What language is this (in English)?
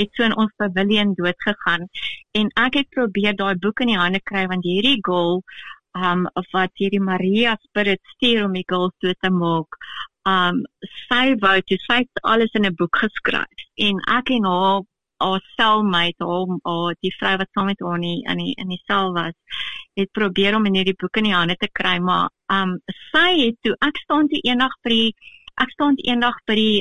Afrikaans